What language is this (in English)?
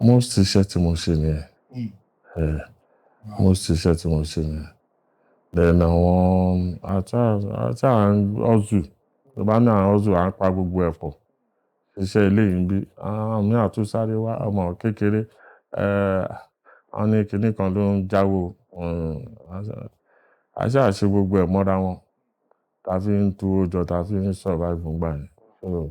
Yoruba